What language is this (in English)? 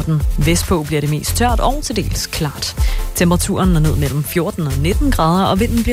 Danish